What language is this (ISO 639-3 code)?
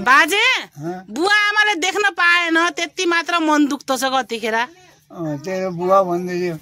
nep